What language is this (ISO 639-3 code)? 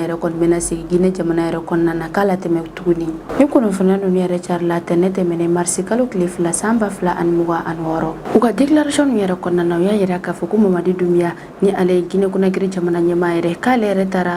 bam